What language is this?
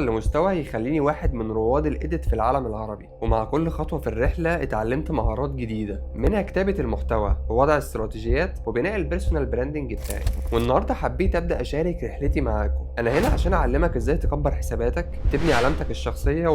Egyptian Arabic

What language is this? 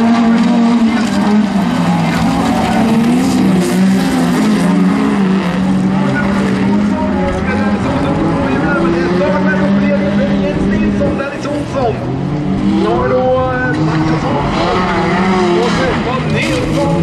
Swedish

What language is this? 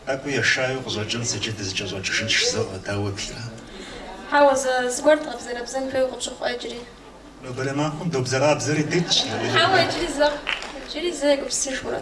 Kabardian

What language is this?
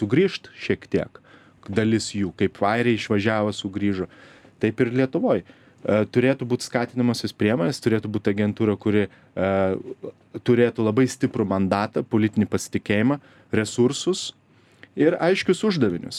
Lithuanian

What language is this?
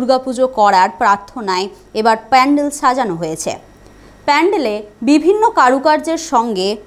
Bangla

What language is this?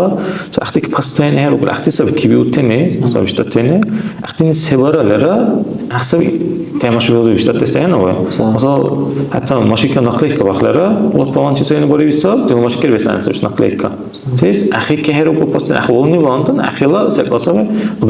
Dargwa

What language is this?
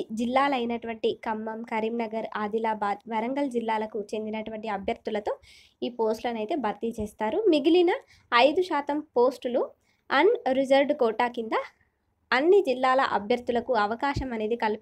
Telugu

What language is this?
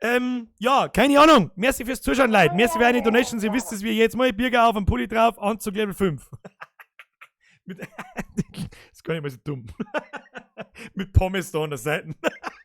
Bavarian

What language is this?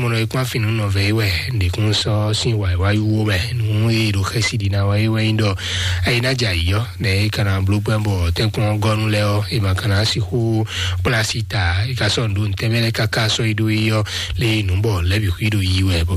Fon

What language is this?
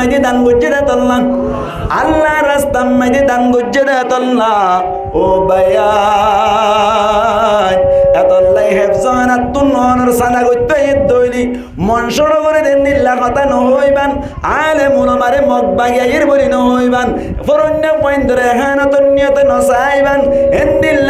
Rohingya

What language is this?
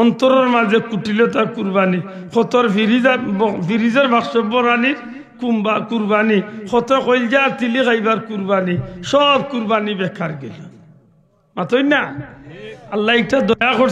Sylheti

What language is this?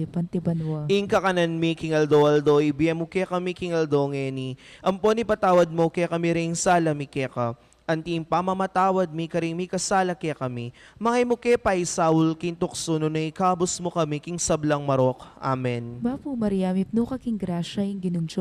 Pampanga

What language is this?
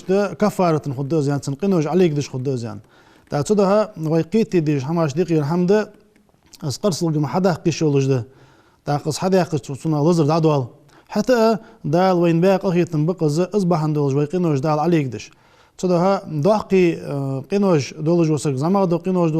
Ingush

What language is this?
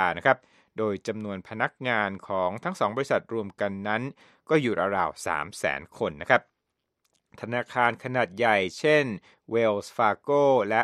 Thai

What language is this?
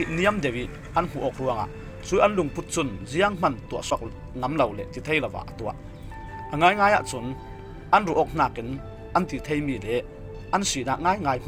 Falam Chin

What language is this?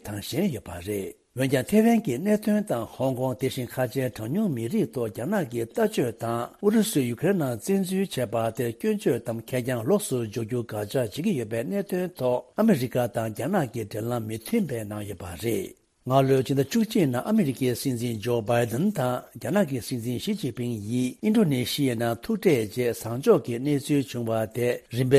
Tibetan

